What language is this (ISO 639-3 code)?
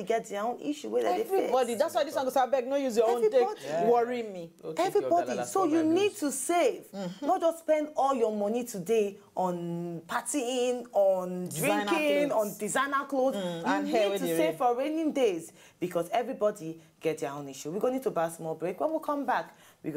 pcm